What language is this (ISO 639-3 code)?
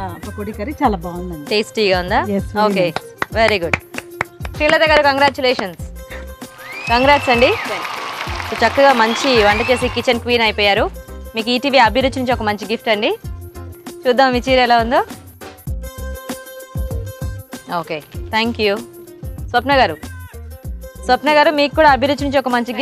tel